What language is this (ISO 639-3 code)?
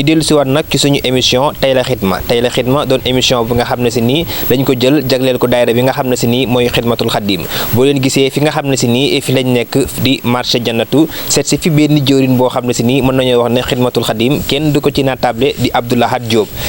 wol